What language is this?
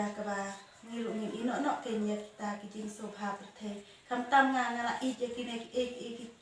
Khasi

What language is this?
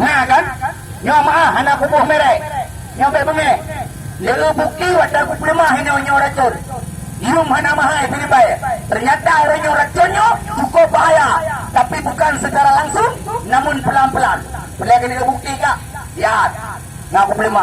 Achinese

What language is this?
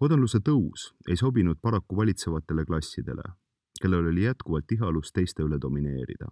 Estonian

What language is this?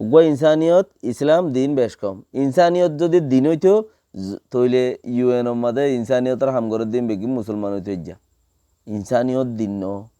Rohingya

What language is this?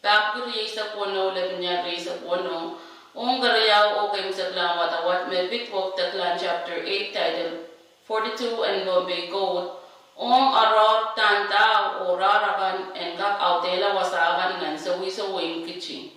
Pohnpeian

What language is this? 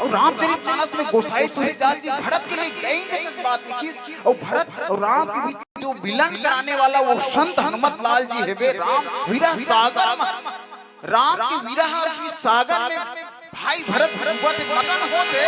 Chhattisgarhi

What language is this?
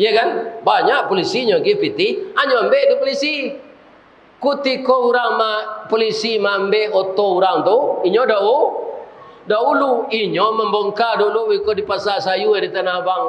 Minangkabau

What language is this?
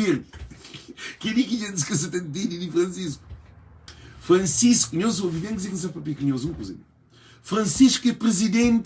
Kabuverdianu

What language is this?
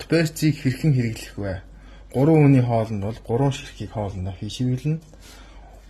Mongolian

